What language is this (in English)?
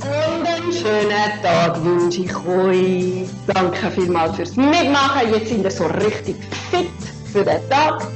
Swiss German